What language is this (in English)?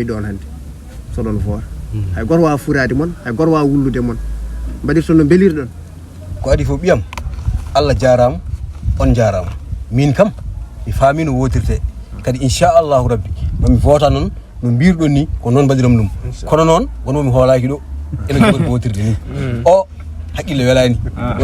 Fula